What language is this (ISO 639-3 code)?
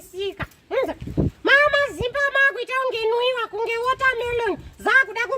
sna